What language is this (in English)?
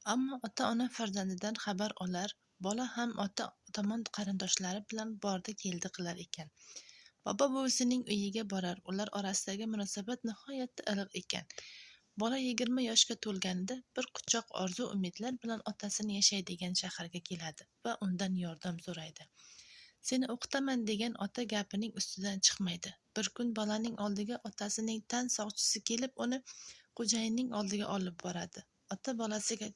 Uzbek